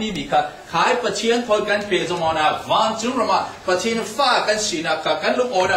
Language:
Falam Chin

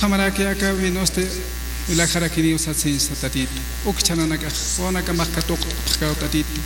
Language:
Aymara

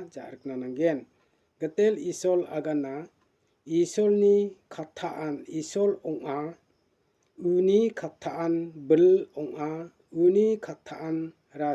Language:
Garo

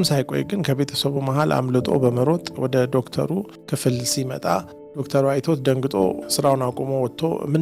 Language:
Amharic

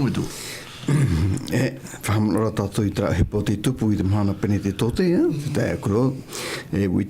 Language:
Tahitian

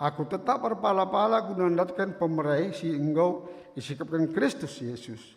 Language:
Batak Karo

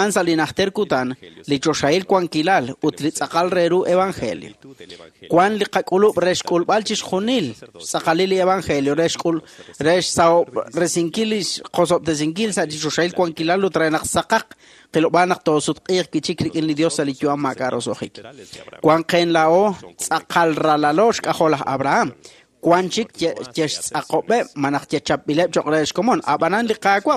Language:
Kekchí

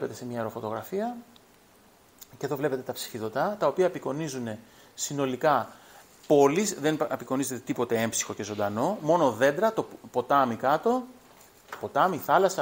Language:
Greek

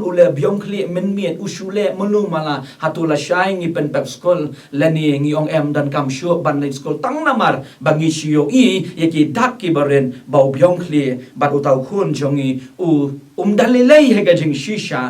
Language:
Khasi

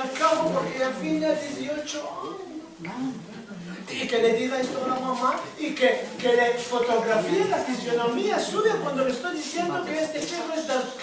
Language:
Ladino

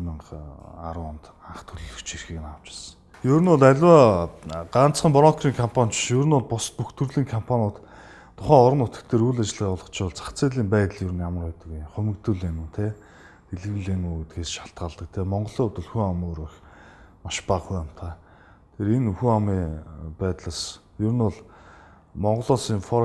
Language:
Mongolian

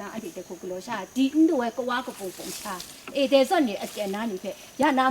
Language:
Kachin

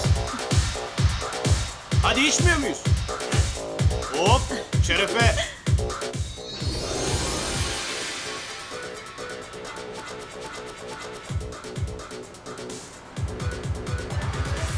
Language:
Turkish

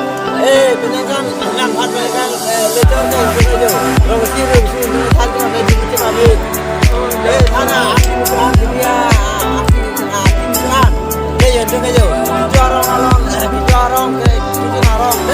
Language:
Karbi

